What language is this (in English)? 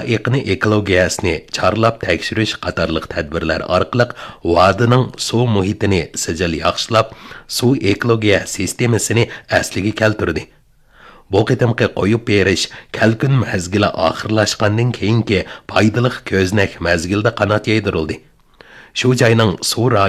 Uyghur